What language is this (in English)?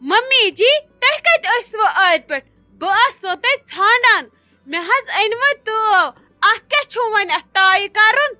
Kashmiri